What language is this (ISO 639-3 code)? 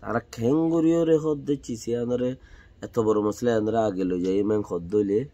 rhg